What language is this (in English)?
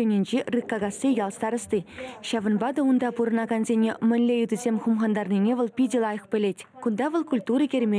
Chuvash